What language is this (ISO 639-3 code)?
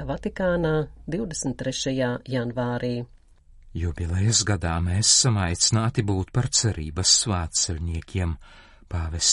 lav